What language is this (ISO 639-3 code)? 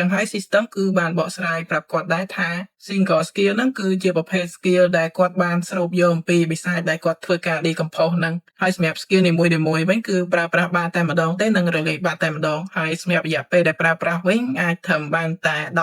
khm